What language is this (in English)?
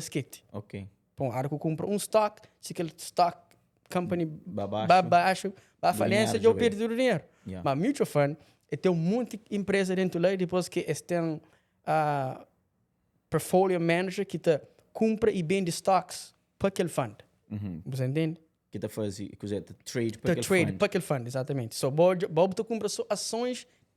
Kabuverdianu